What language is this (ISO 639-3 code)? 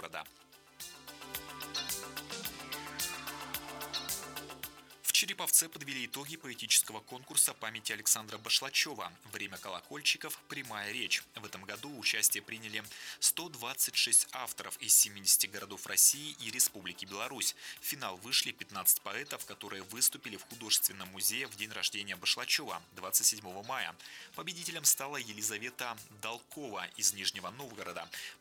rus